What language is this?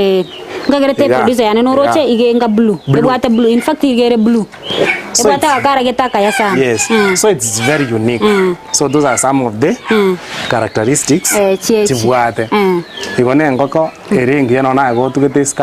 Gusii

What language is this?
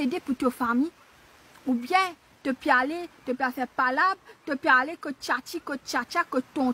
Morisyen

